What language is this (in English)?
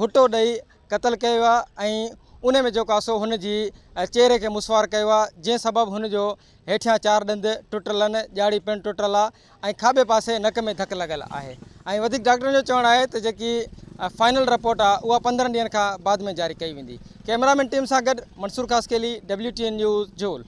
Sindhi